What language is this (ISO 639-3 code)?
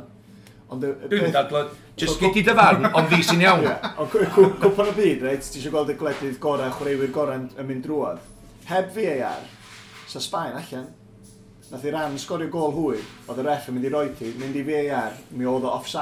cym